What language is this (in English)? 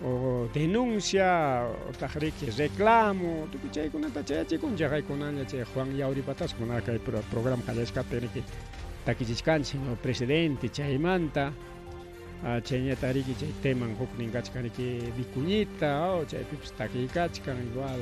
Ayacucho Quechua